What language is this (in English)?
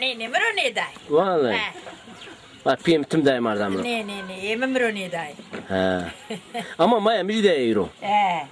Zaza